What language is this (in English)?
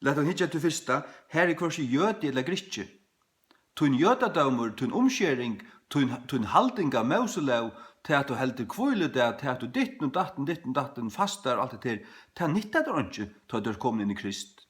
Faroese